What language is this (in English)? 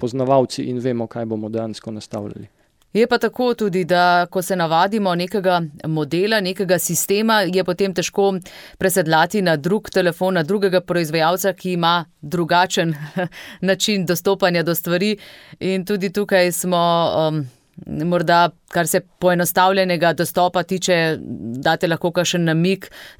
Slovenian